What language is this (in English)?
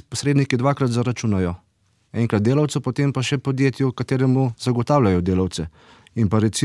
Slovenian